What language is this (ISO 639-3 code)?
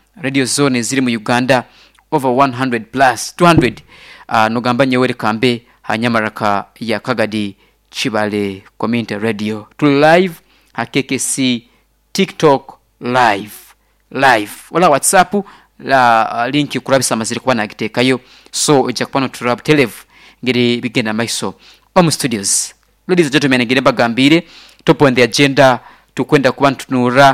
nyo